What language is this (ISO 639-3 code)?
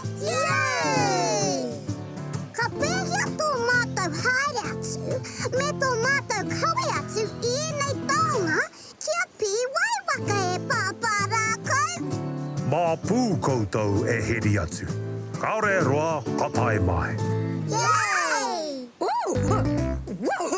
mri